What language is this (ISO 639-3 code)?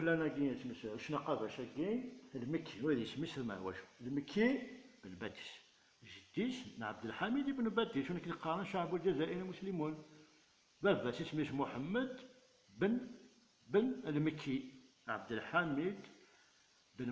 kab